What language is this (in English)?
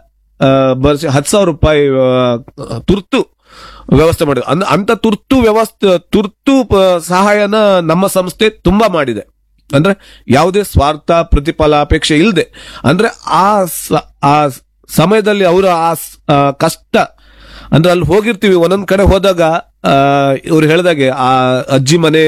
Kannada